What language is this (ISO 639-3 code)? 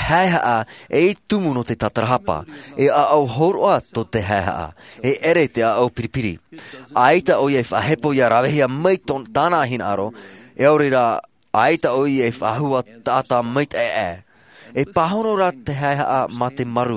tah